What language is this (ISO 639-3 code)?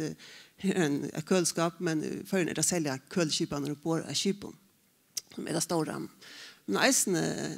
fao